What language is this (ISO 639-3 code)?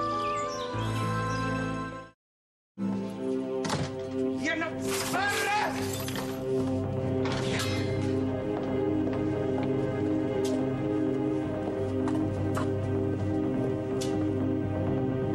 spa